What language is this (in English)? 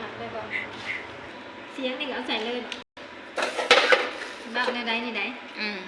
Lao